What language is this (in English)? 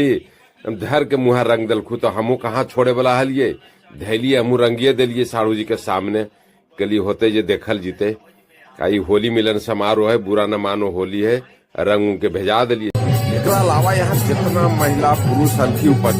Magahi